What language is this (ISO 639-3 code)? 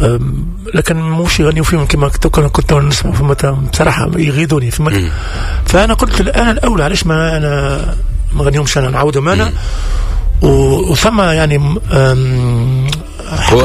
aeb